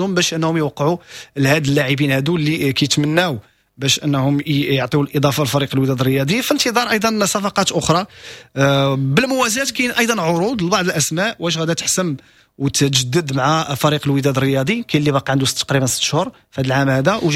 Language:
Moroccan Arabic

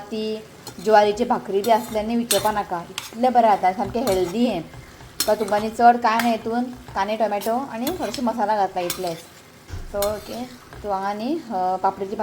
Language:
Konkani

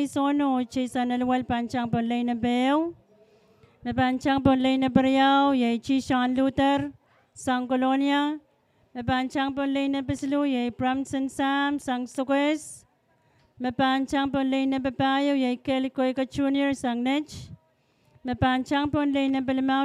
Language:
Pohnpeian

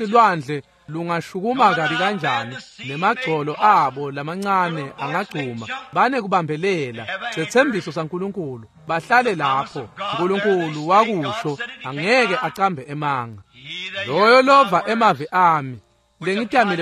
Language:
Swati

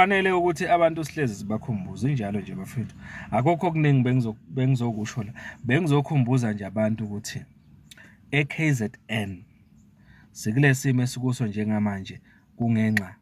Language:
Zulu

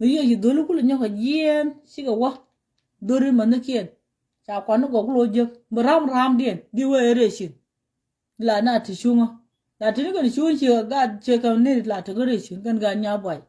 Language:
Nuer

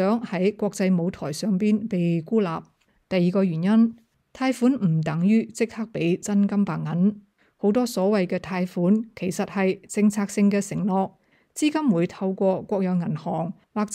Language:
Cantonese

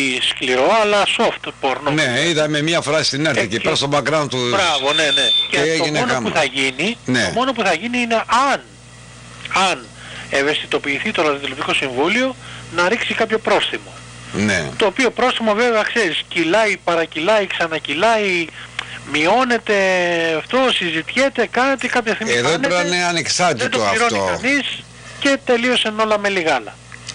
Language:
Greek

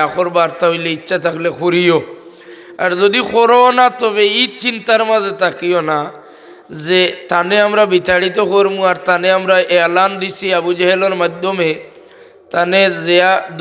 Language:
Sylheti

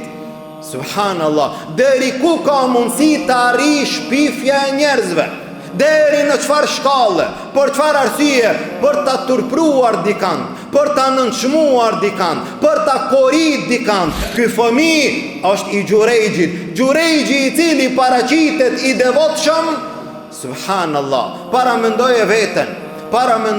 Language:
Albanian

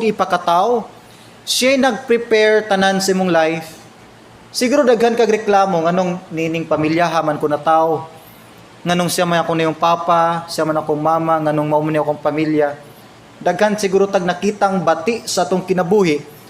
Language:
Cebuano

